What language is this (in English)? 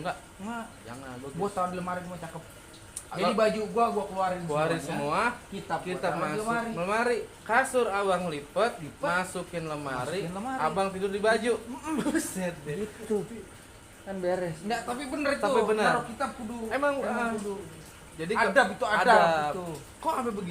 Betawi